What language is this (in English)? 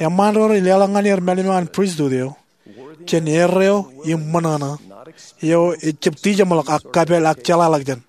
Marshallese